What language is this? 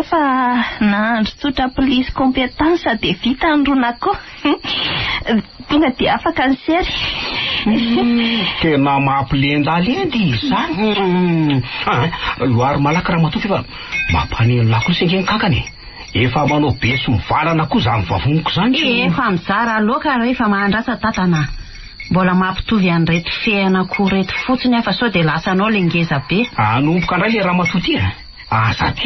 Malagasy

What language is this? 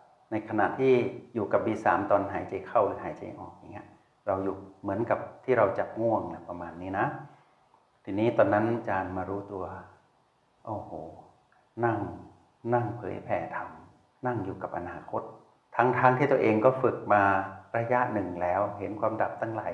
Thai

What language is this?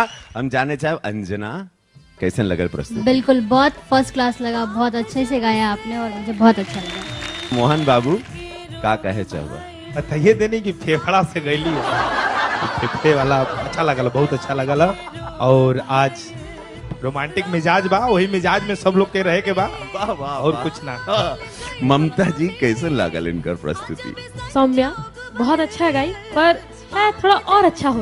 Bhojpuri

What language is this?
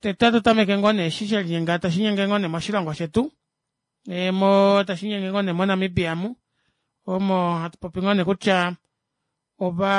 Kuanyama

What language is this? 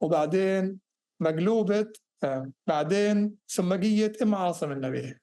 North Levantine Arabic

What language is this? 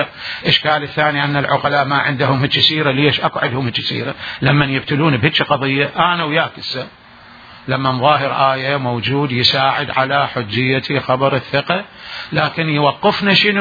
Mesopotamian Arabic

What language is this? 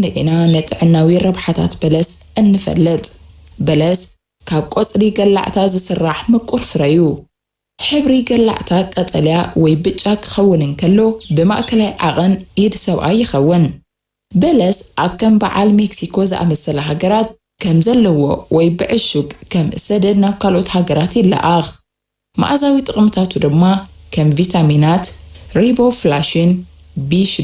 Tigrinya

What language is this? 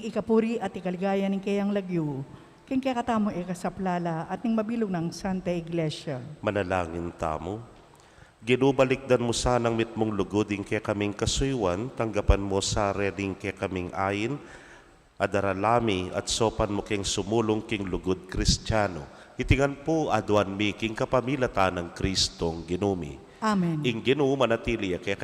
Pampanga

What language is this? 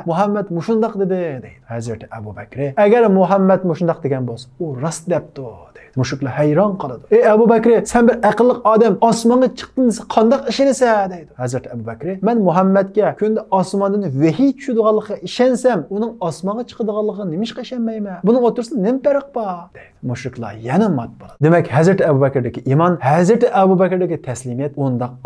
Uyghur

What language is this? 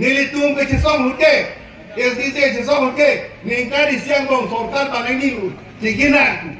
Karbi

